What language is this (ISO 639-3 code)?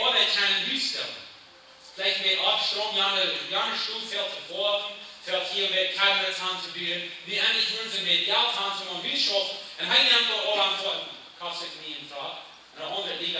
pdt